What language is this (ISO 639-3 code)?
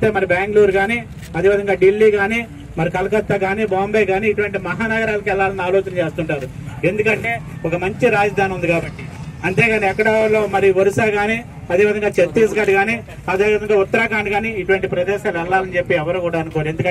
tel